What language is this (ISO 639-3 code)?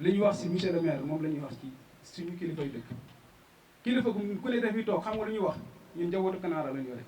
wol